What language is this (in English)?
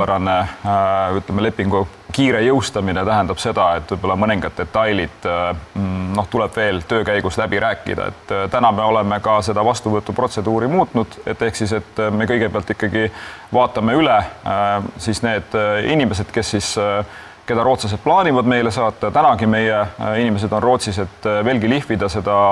Estonian